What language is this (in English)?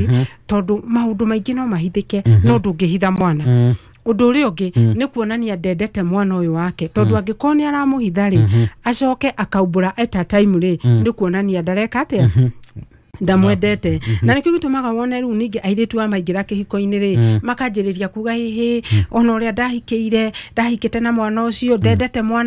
Kikuyu